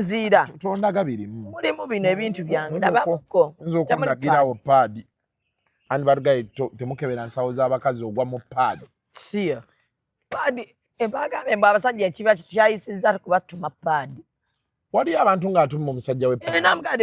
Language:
Ganda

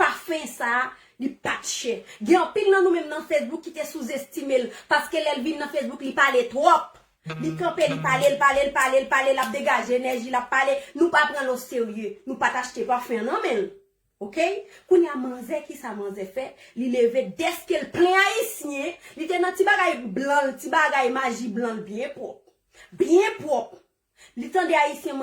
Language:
Haitian Creole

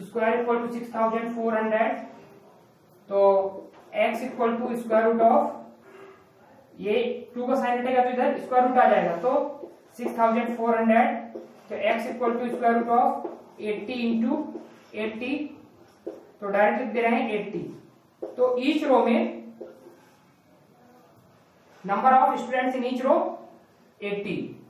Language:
Hindi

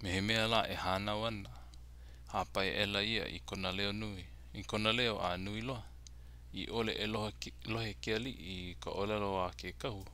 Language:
Hawaiian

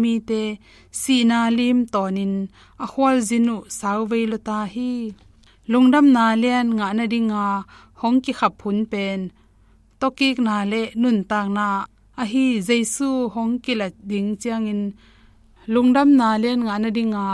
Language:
Tedim Chin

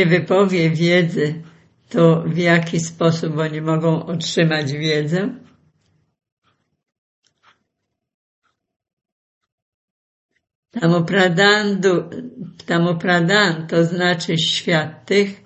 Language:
Polish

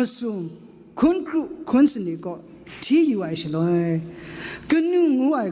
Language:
Kachin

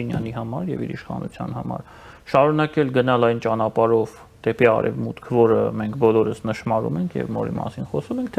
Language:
Armenian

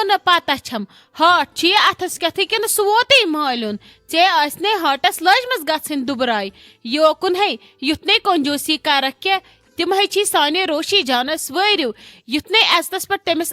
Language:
Kashmiri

